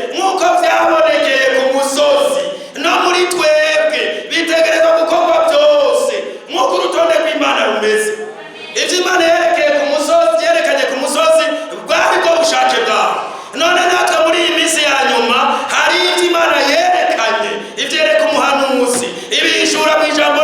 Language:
Rundi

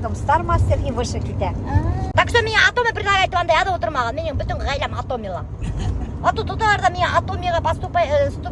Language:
Bashkir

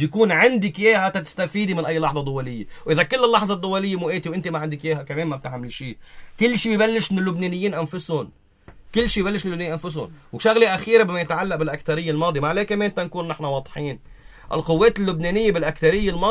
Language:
North Levantine Arabic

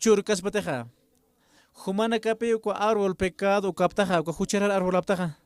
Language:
Aymara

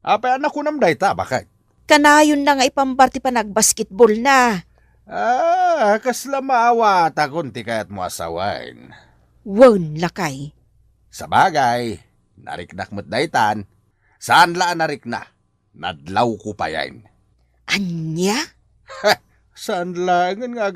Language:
Iloko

